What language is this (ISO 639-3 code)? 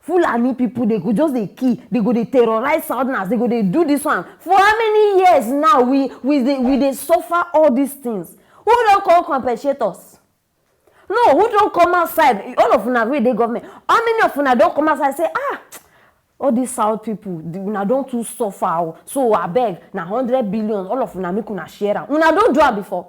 pcm